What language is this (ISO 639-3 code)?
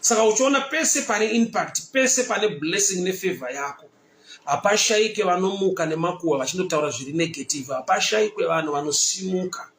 sna